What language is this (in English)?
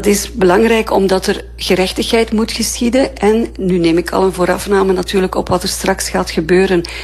Dutch